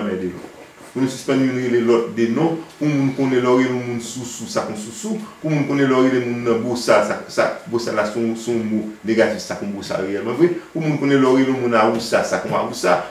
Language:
Haitian Creole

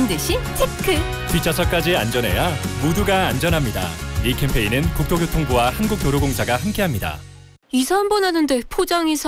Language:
Korean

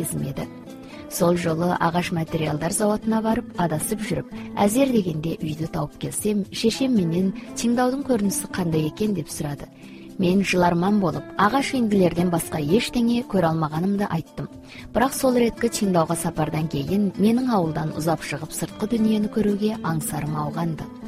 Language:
Kazakh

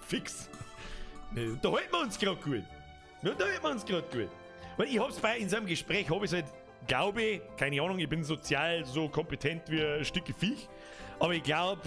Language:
Bavarian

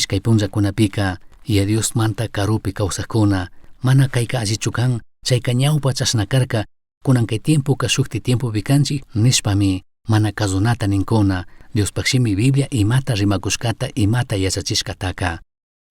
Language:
Chimborazo Highland Quichua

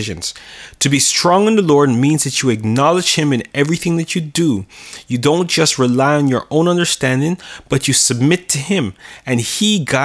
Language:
English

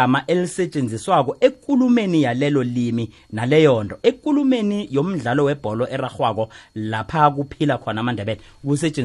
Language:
South Ndebele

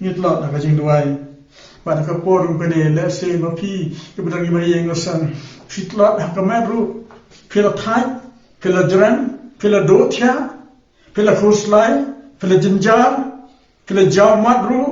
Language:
Khasi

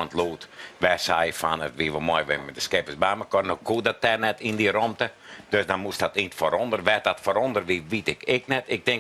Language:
Western Frisian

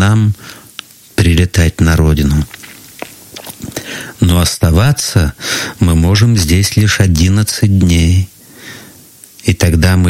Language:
Russian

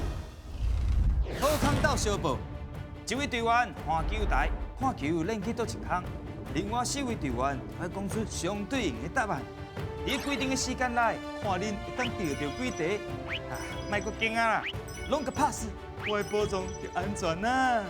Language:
Min Nan Chinese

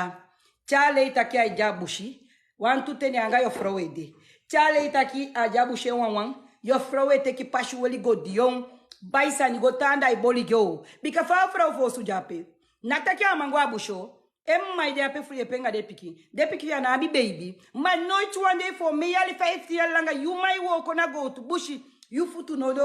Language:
Sranan Tongo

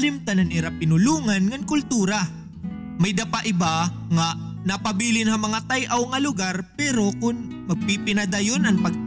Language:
Waray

